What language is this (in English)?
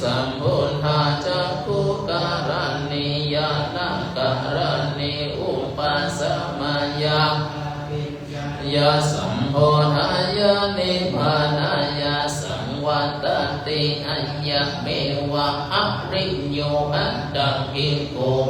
Pali